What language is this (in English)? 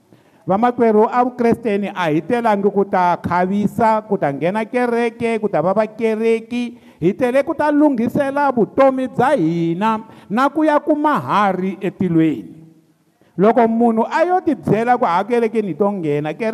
Tsonga